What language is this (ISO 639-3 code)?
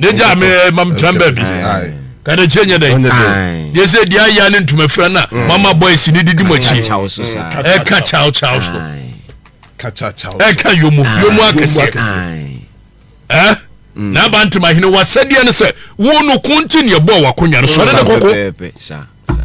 aka